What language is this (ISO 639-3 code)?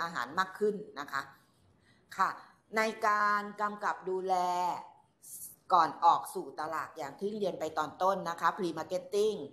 tha